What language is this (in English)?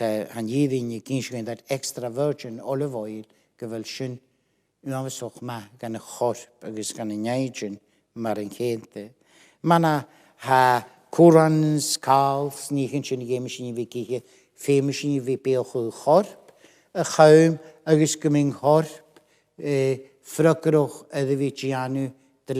Scottish Gaelic